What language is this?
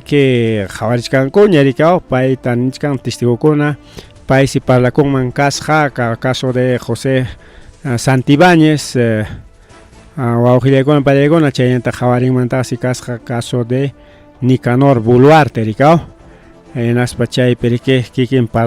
Ayacucho Quechua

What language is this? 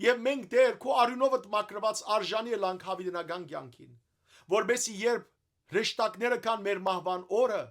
Western Armenian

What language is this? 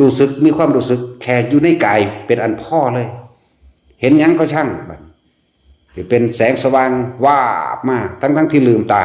Northeastern Thai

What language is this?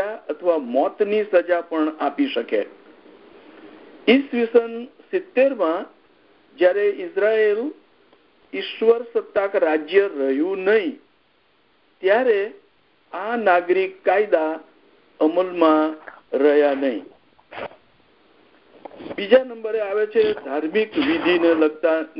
Gujarati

